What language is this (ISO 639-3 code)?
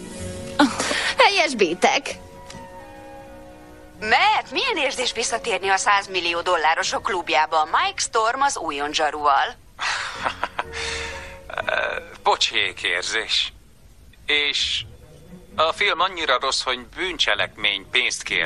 hun